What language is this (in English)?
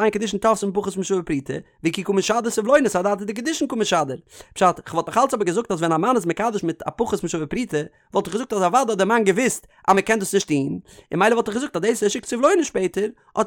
Yiddish